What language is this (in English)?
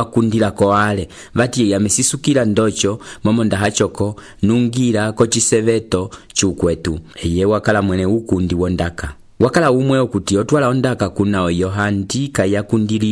Umbundu